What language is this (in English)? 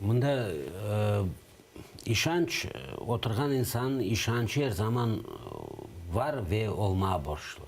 Crimean Tatar